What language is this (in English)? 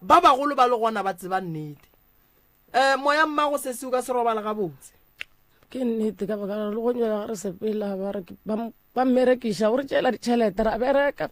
Northern Sotho